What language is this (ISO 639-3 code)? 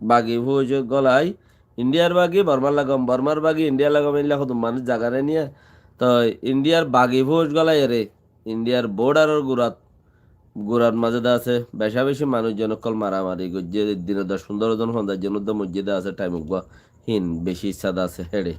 rhg